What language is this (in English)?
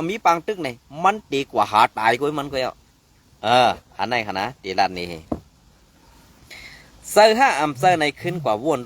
Shan